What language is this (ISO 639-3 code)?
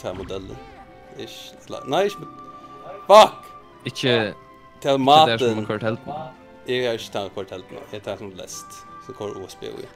fao